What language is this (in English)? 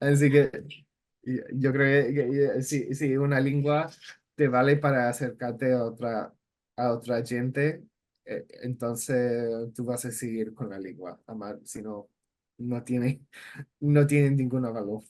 Ladino